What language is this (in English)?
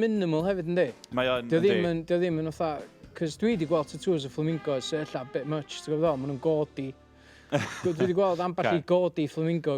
Welsh